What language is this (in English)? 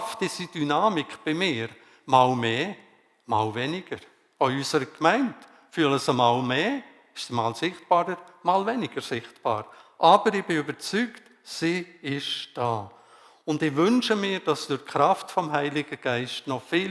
Swiss German